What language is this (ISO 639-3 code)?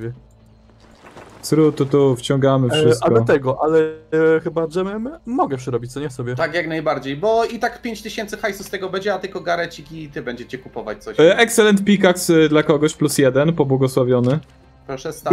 pol